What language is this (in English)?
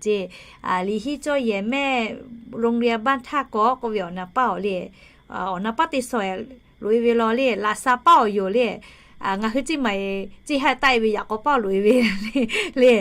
Lahu